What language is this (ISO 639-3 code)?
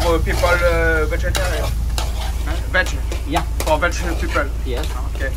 rcf